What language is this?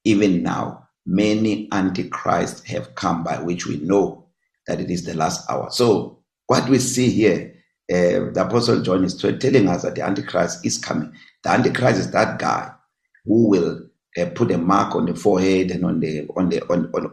English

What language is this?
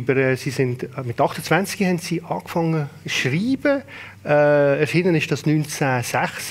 Swiss German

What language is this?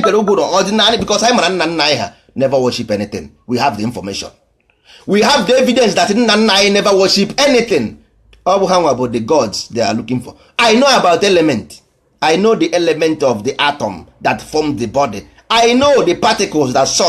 Igbo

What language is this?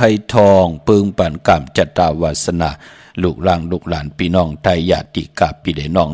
Shan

